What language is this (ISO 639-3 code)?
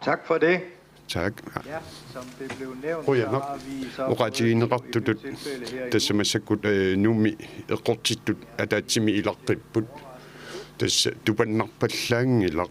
kal